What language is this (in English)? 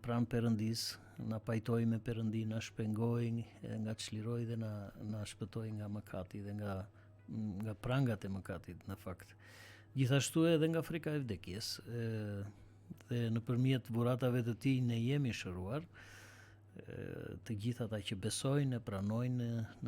Albanian